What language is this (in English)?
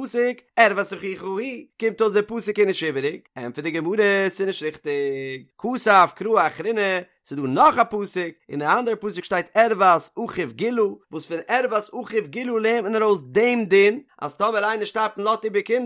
Yiddish